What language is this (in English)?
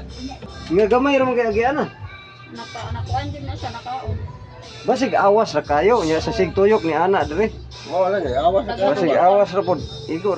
Cebuano